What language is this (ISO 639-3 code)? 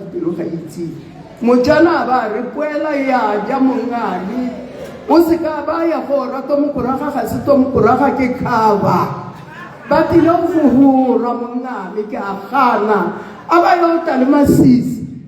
tsn